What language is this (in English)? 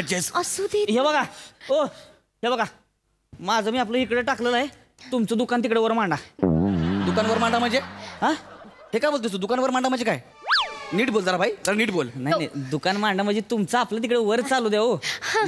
Marathi